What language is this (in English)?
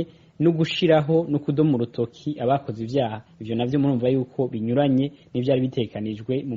Rundi